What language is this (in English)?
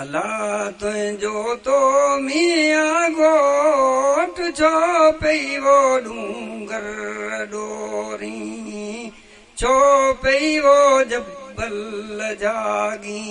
Sindhi